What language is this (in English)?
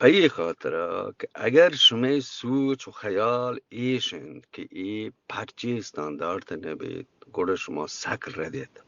Eastern Balochi